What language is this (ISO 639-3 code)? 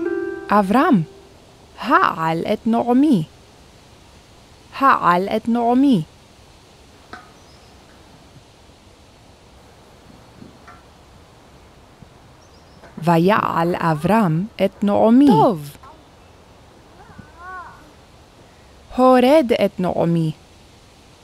heb